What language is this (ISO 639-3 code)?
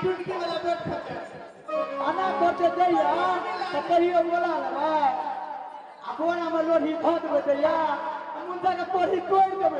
mai